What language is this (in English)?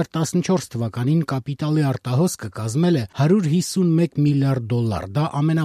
Armenian